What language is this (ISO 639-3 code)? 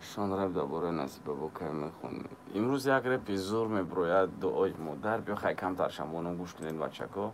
tgk